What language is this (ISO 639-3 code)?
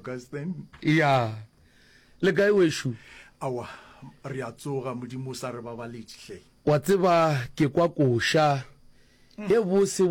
nso